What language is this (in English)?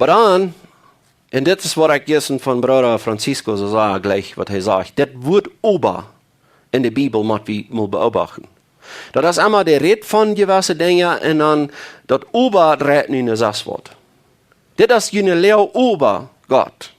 Plautdietsch